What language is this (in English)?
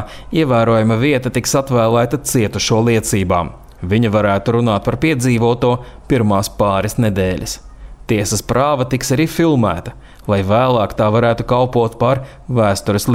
Latvian